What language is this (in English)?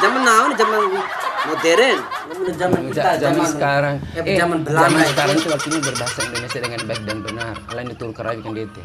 Bima